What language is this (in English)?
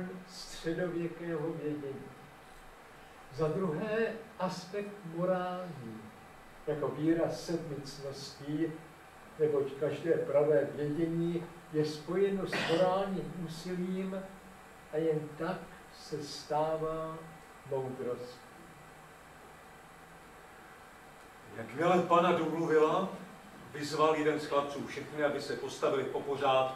Czech